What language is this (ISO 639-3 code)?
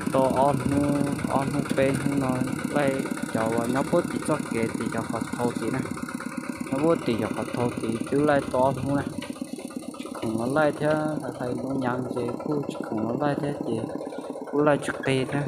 hmn